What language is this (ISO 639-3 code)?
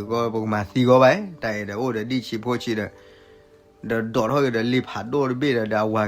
ksw